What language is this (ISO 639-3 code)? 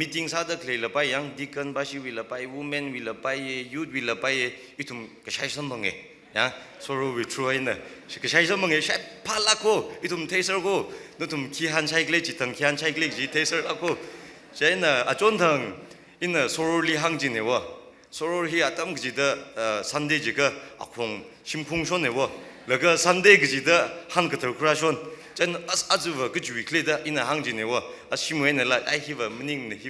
nmf